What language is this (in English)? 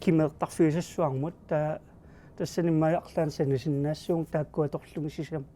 Kalaallisut